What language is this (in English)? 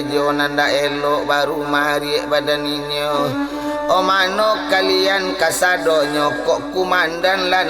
Minangkabau